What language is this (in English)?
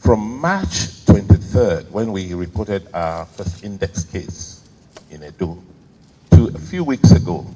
Nigerian Pidgin